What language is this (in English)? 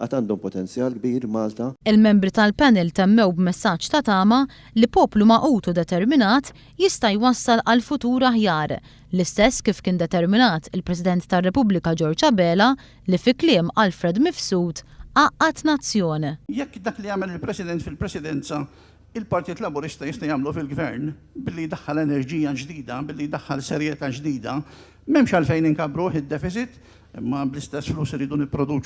Maltese